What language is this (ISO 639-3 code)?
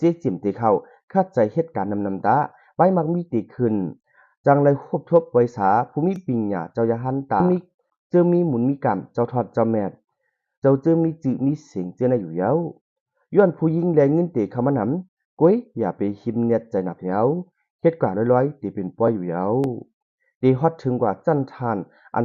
shn